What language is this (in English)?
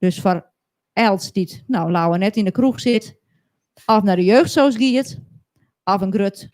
Western Frisian